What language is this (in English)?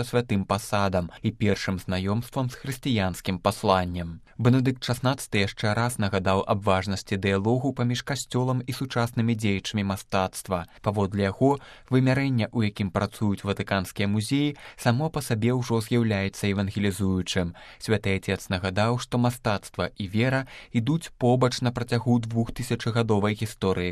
Belarusian